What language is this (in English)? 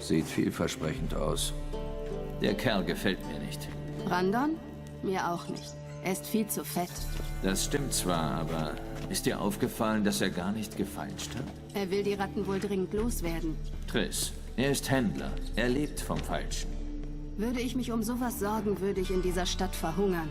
Swiss German